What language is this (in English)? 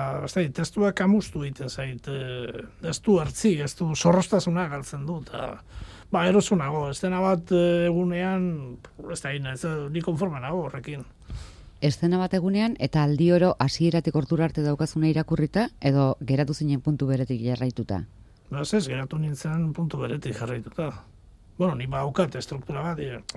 Basque